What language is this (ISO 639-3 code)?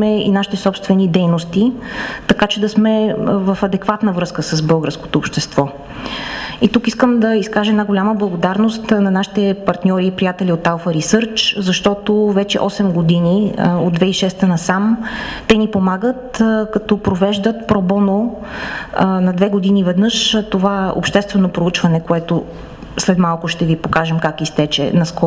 bul